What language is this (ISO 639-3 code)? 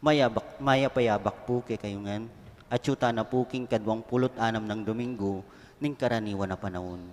pam